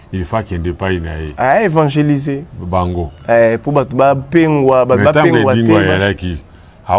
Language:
Lingala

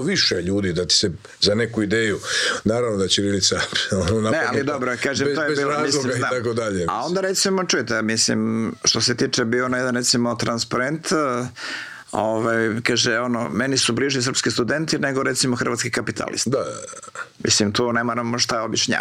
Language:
Croatian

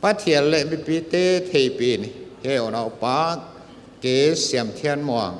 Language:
Paite Chin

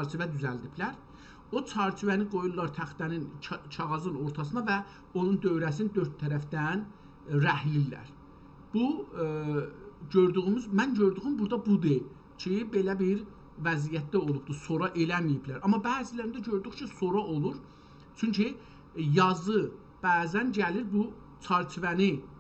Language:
South Azerbaijani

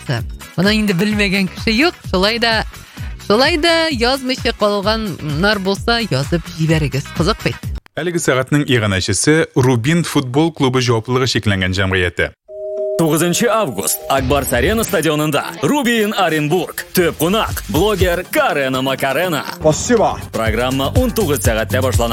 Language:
Tatar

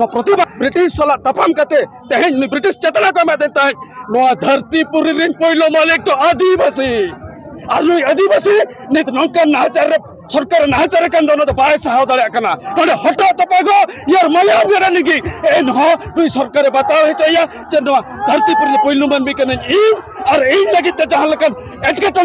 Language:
Santali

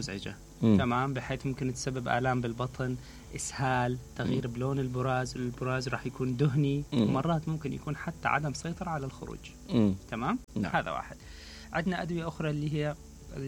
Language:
Mesopotamian Arabic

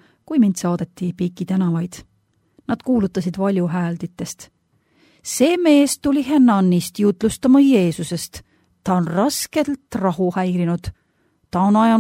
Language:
Estonian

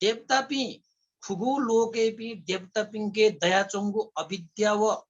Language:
Newari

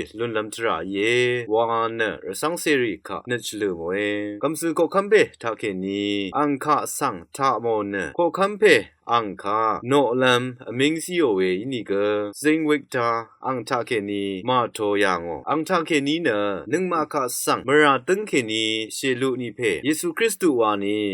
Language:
Rawang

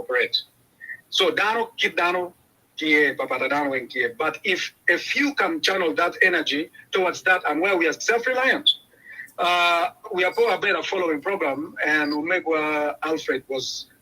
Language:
Acoli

